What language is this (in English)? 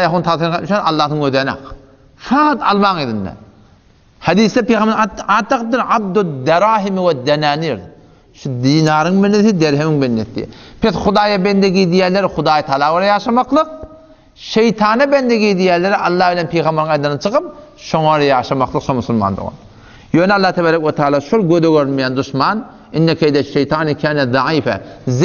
Turkmen